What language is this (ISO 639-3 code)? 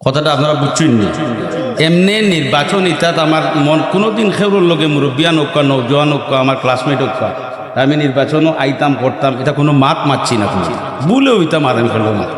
syl